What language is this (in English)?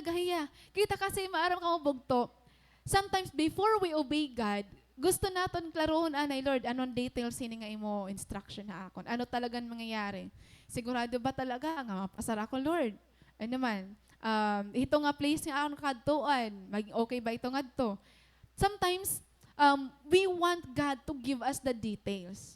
Waray